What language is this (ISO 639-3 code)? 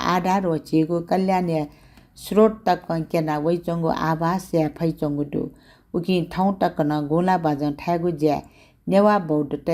new